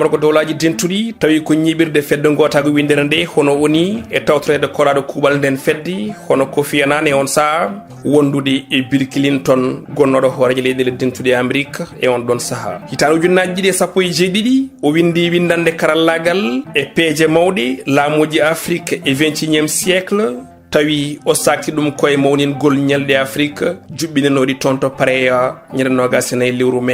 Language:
Fula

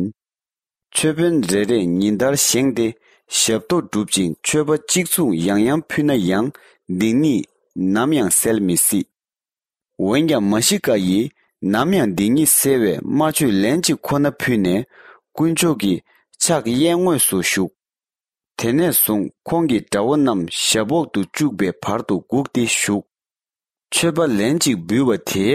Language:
Tibetan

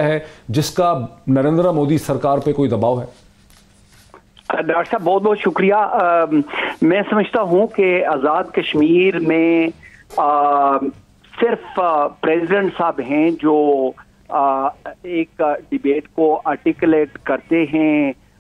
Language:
Urdu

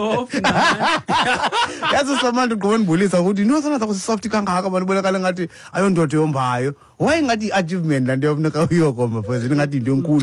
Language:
Xhosa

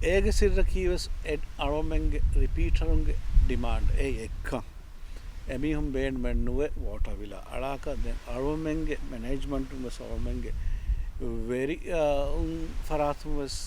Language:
Divehi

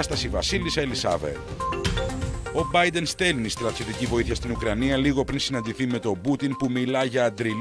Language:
Greek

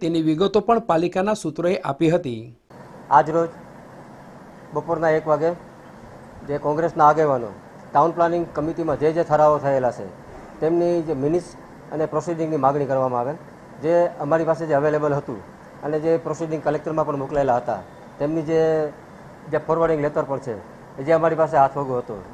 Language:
Gujarati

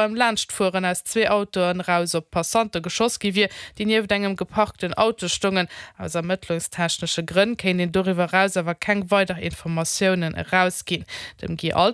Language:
Luxembourgish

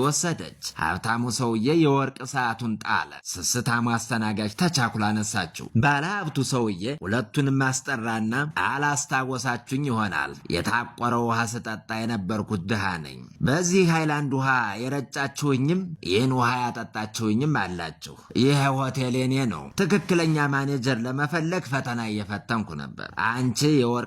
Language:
Amharic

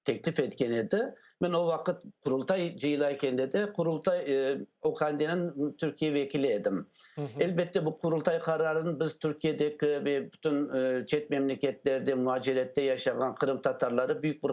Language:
Crimean Tatar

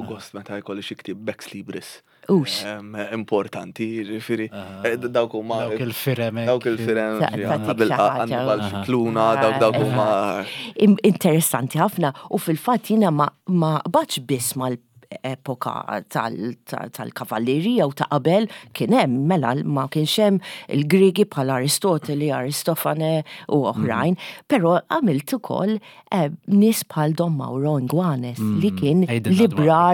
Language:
Maltese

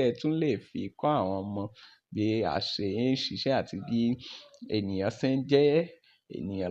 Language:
Yoruba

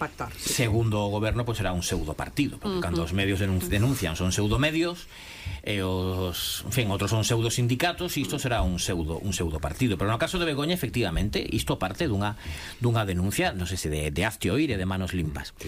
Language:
Galician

